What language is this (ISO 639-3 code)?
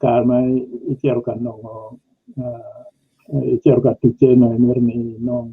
ach